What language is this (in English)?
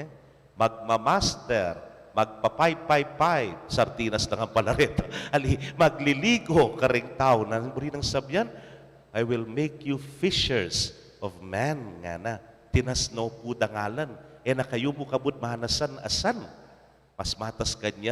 Pampanga